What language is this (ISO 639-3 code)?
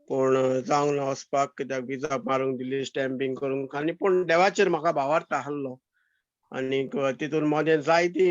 kok